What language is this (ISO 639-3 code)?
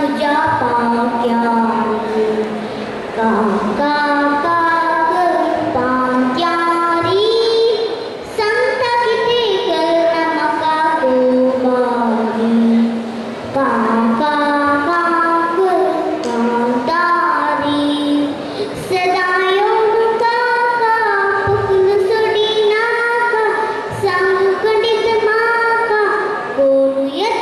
kok